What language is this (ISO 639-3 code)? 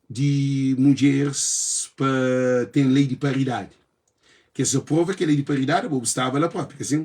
kea